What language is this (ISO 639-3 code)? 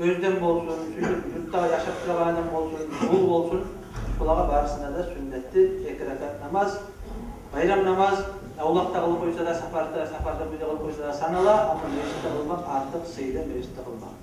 kum